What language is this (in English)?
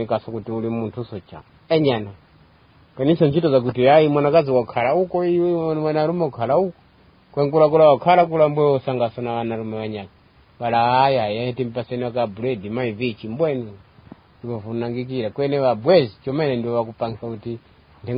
Tumbuka